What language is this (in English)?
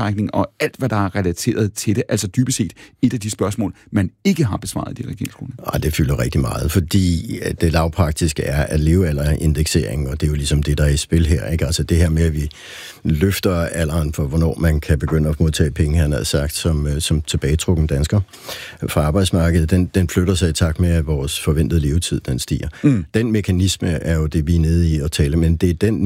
Danish